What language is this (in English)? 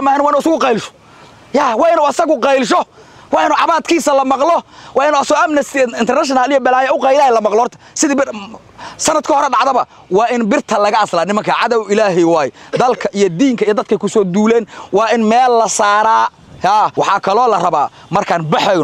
Somali